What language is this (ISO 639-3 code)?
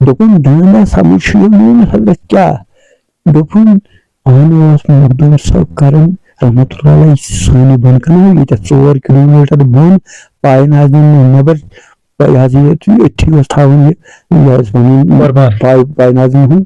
kas